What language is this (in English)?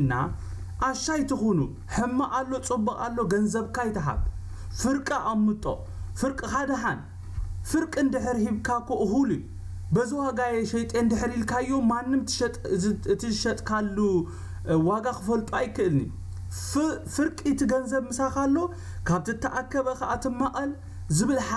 Tigrinya